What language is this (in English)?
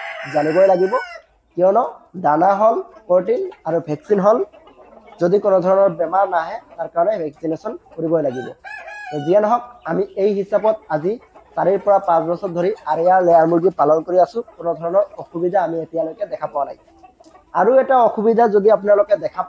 Assamese